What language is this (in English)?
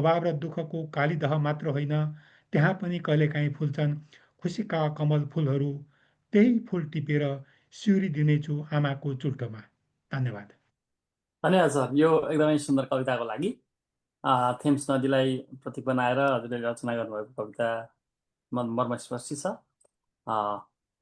Nepali